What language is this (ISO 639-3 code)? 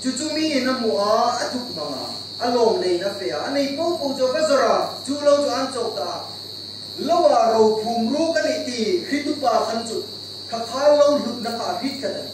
hmr